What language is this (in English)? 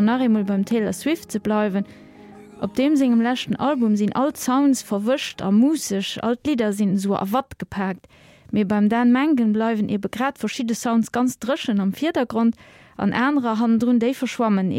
Luxembourgish